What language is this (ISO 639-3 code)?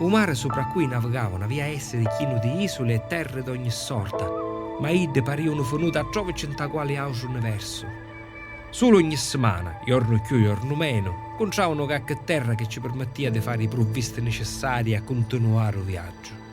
scn